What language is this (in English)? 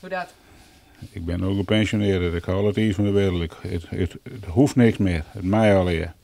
Western Frisian